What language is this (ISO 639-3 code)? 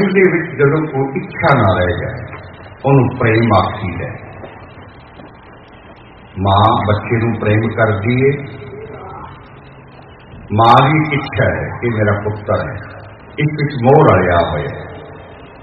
pan